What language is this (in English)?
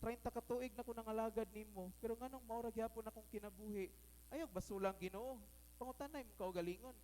Cebuano